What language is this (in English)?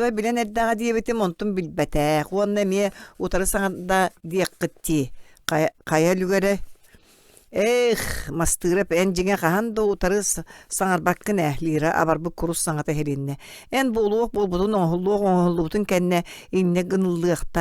Yakut